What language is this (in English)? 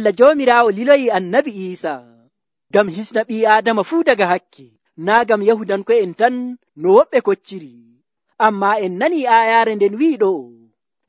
Nigerian Fulfulde